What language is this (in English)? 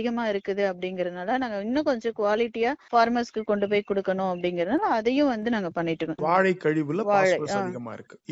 Tamil